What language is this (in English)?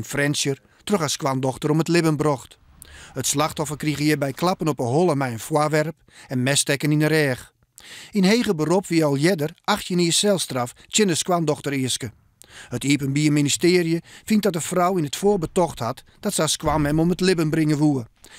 Western Frisian